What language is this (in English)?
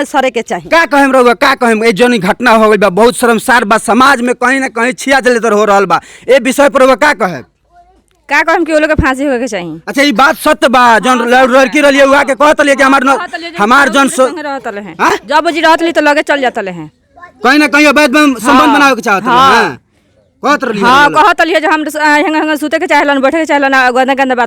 Bhojpuri